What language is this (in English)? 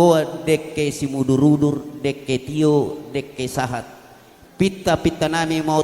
Batak Toba